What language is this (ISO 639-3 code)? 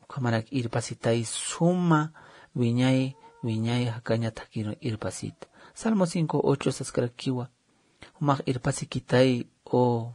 aym